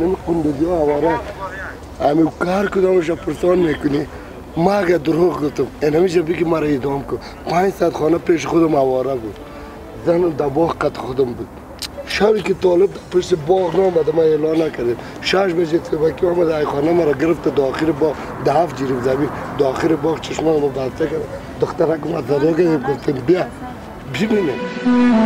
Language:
Persian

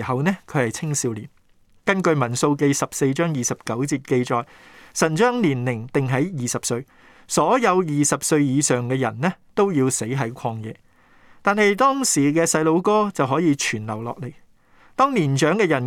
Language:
Cantonese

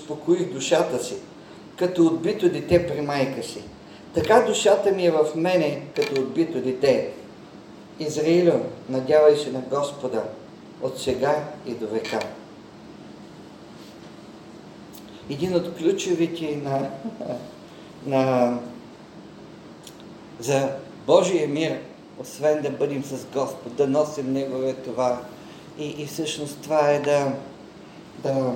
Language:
Bulgarian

